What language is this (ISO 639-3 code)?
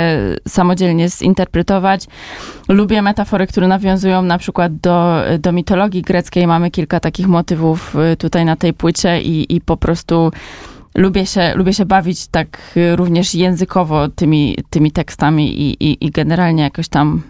pol